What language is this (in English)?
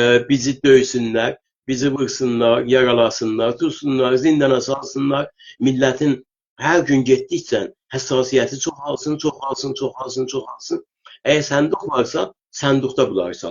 South Azerbaijani